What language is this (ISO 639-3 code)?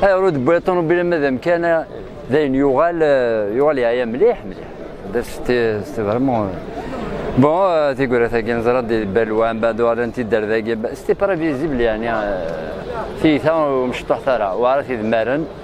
kab